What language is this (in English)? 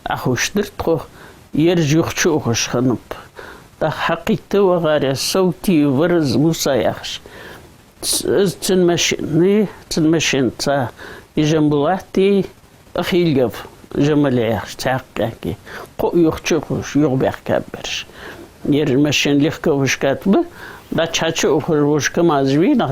Ingush